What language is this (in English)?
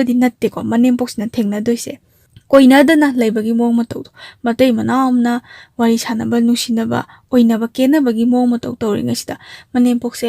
Manipuri